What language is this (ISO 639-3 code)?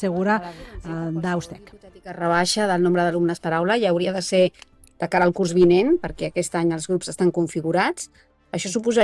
cat